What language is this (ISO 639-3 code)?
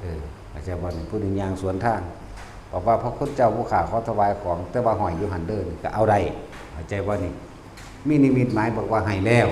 lao